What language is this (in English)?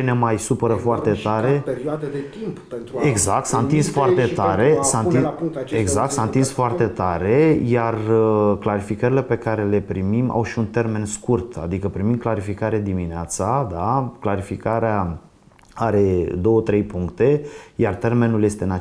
Romanian